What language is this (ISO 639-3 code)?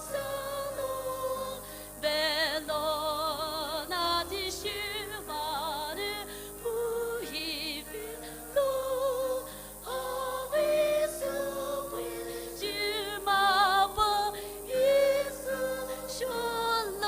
pmx